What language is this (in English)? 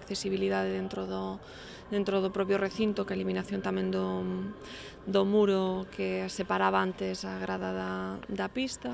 Galician